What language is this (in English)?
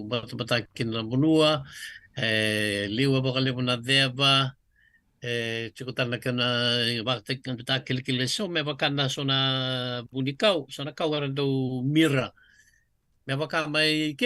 Fijian